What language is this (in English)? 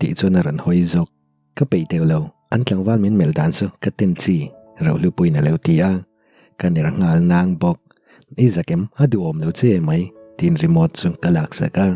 Mizo